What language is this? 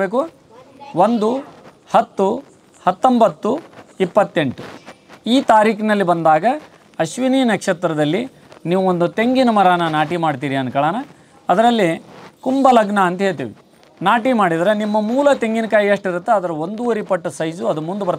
Kannada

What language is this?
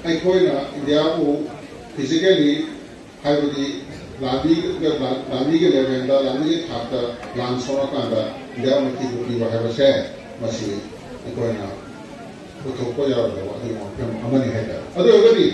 Manipuri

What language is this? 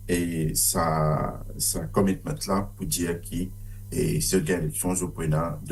Morisyen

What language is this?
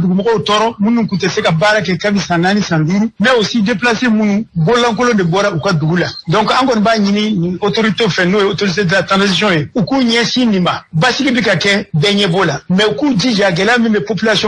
Bambara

